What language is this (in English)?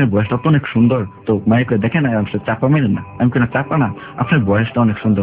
Bangla